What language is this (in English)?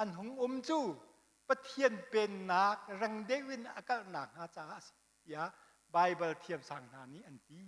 Hakha Chin